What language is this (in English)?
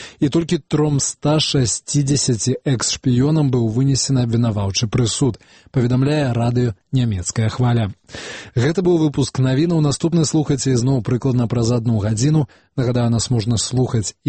Belarusian